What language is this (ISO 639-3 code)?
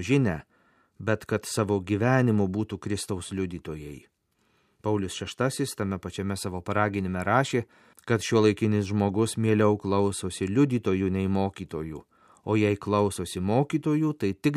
lit